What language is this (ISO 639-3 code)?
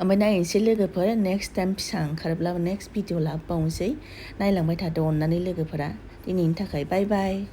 brx